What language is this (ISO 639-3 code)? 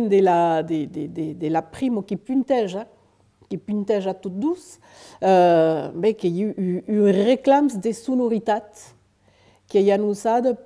oci